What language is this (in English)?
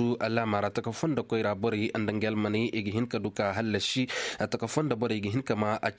Koyraboro Senni